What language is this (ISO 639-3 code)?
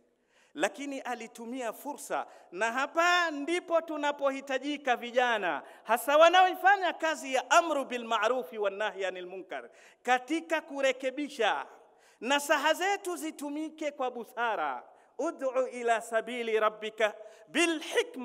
swa